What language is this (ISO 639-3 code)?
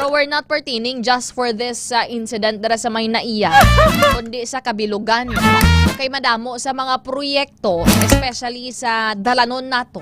hil